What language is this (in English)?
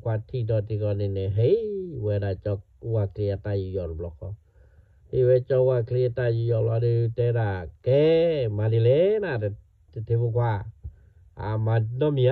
S'gaw Karen